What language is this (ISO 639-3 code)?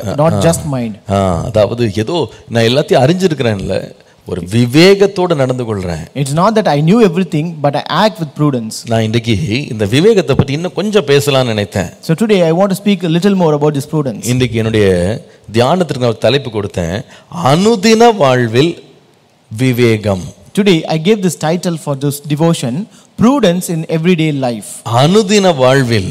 tam